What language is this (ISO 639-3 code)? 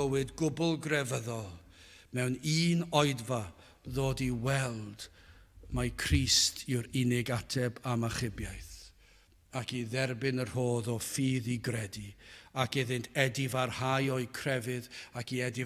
cym